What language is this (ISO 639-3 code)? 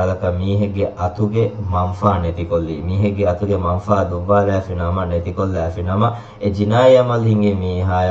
div